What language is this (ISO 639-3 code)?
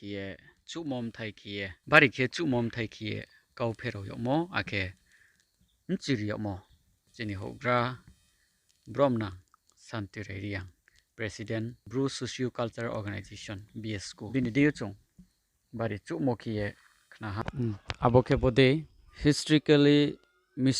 ria